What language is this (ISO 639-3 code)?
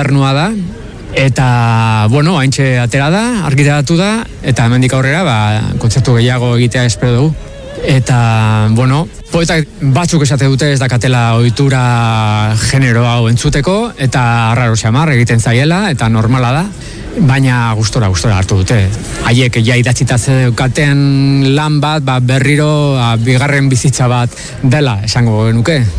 eus